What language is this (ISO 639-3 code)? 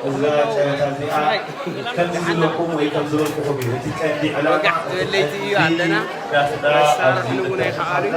tir